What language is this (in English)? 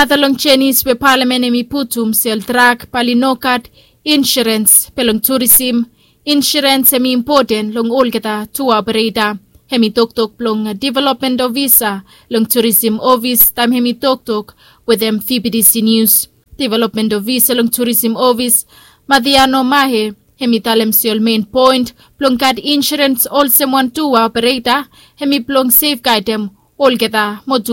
Bislama